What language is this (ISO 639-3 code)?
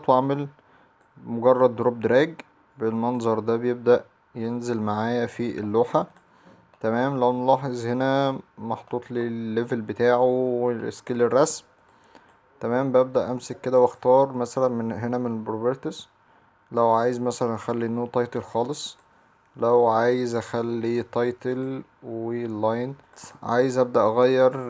arz